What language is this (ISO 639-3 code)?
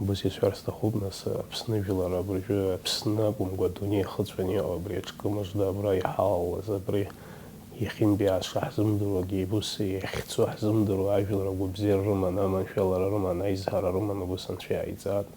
abk